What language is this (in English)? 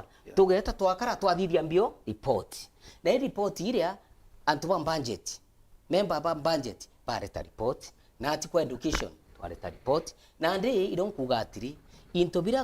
Meru